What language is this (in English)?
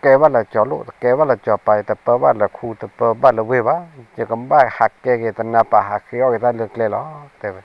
S'gaw Karen